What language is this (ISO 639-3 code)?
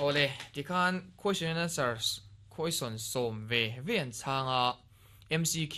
lus